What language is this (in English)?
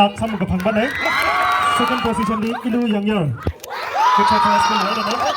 Tangkhul Naga (India)